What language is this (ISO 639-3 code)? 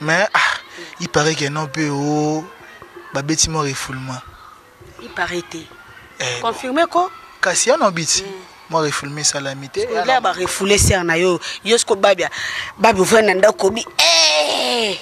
lin